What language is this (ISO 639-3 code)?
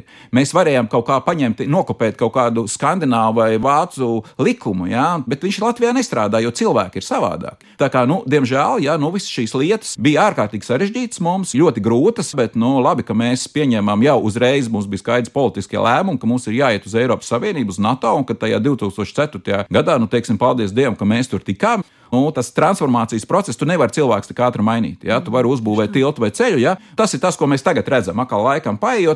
lav